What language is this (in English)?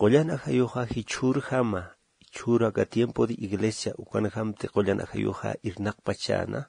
Aymara